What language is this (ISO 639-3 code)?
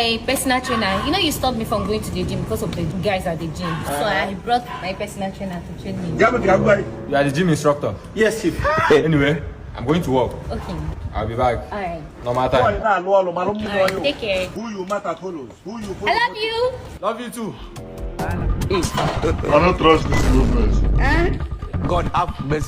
pcm